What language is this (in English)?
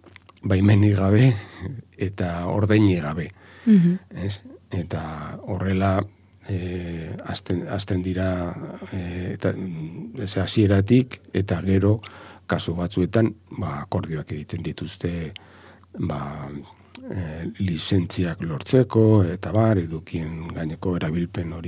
Basque